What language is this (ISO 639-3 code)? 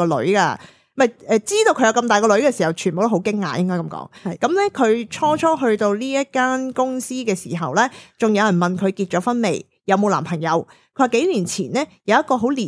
yue